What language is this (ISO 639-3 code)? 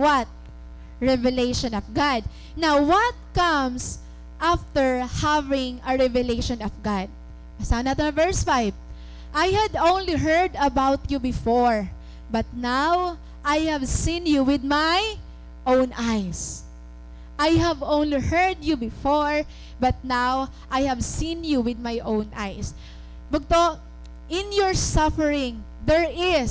war